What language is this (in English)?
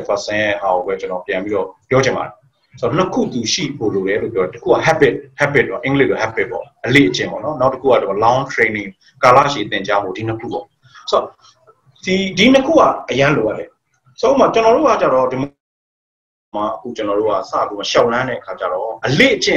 Burmese